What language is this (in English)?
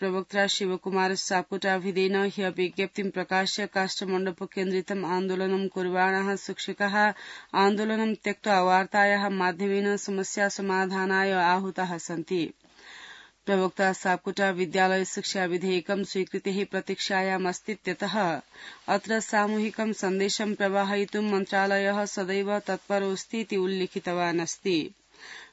Sanskrit